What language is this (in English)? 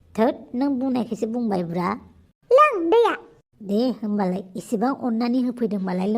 Bodo